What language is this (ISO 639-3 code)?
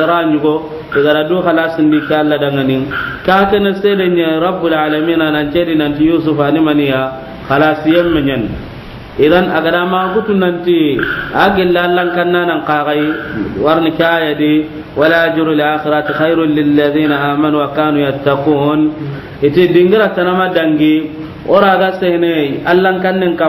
snk